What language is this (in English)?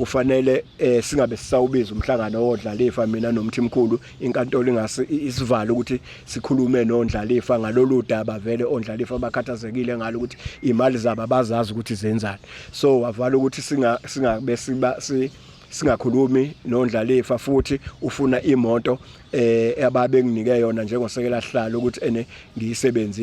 Zulu